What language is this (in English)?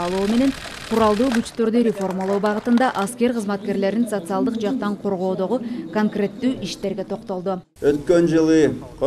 Kyrgyz